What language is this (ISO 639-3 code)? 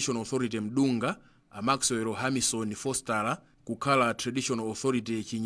nya